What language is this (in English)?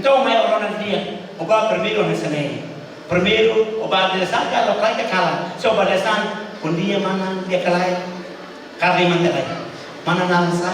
Tetum